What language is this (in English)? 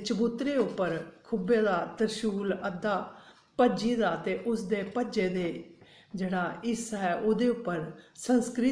Dogri